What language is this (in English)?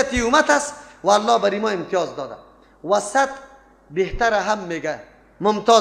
Persian